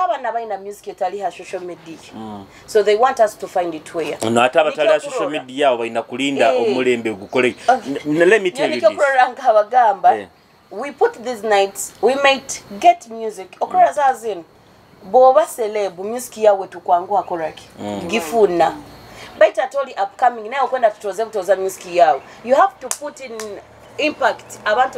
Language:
Nyoro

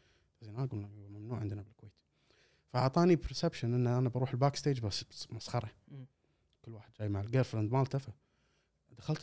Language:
Gulf Arabic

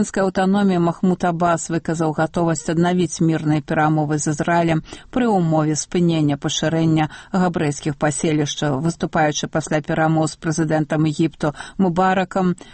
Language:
Belarusian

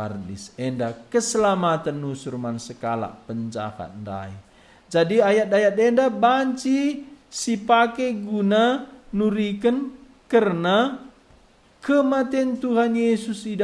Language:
Batak Karo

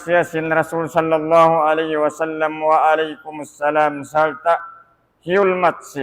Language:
Tausug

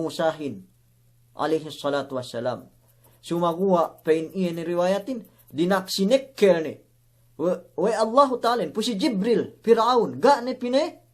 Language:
Yakan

